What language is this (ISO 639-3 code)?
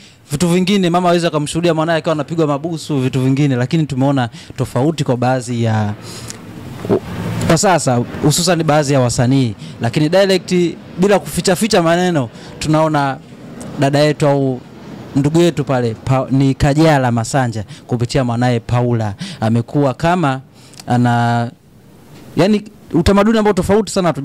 swa